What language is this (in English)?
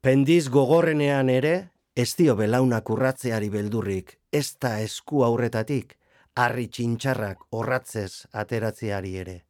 Basque